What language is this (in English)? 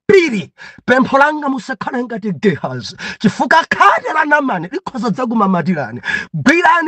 Nyanja